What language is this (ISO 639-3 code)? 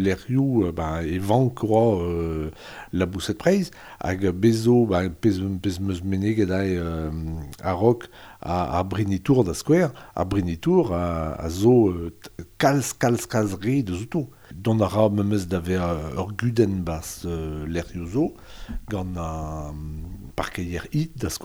bre